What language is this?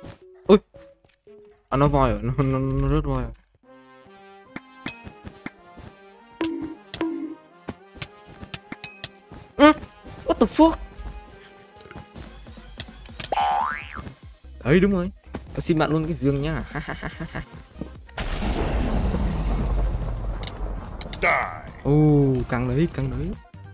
Vietnamese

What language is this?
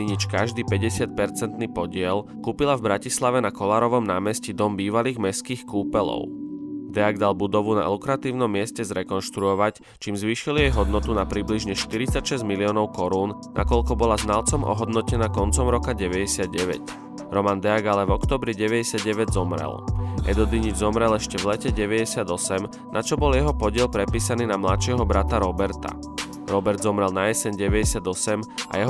Slovak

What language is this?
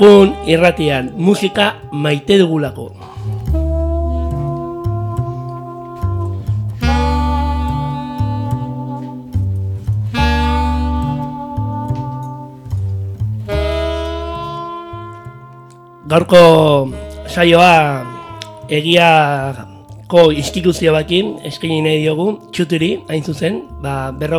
Basque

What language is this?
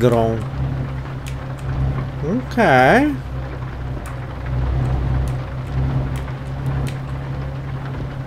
Polish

